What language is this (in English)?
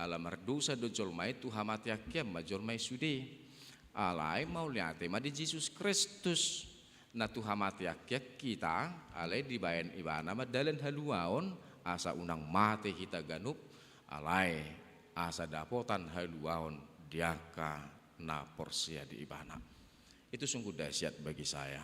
Batak Toba